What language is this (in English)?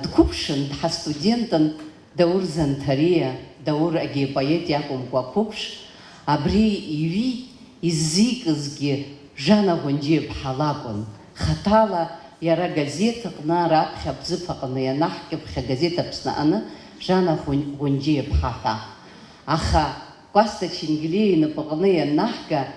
Abkhazian